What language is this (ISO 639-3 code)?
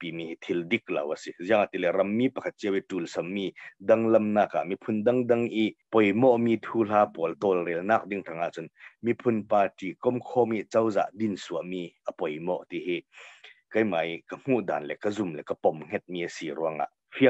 cnh